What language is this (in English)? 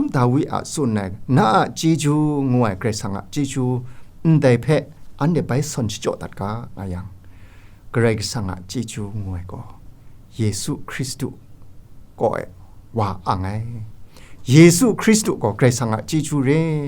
Kachin